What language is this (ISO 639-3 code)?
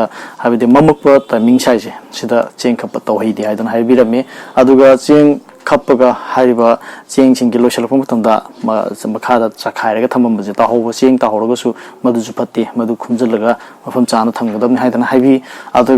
mni